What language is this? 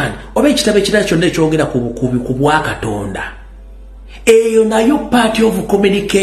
Ganda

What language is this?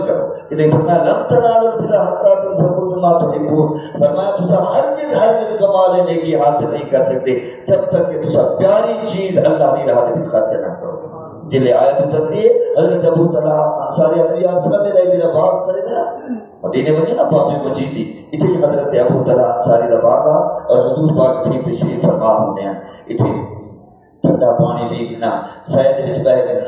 Saraiki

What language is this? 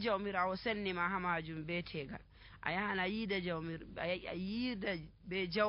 Nigerian Fulfulde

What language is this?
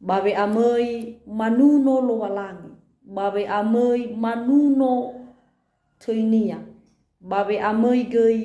Nias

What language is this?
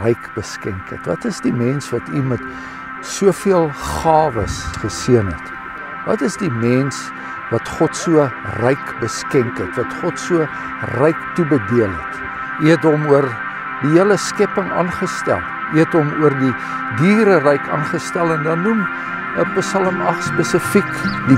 Afrikaans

